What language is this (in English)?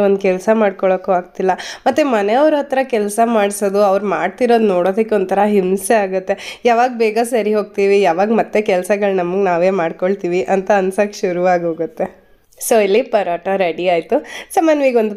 Kannada